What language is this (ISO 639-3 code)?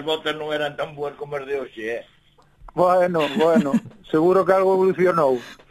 glg